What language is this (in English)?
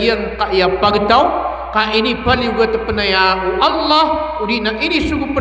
Maranao